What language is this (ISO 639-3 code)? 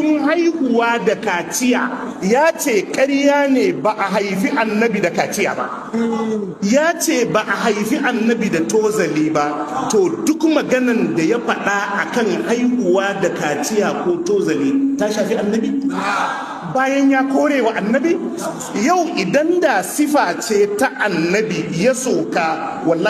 hau